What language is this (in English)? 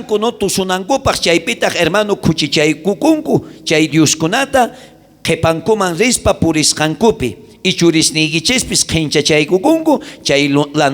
South Bolivian Quechua